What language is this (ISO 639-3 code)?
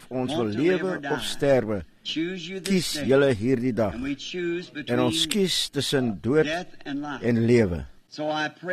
afr